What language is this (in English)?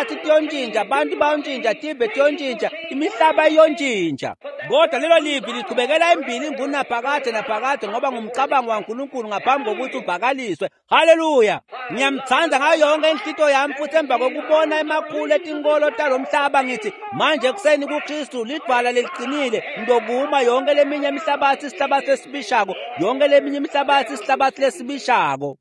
Swati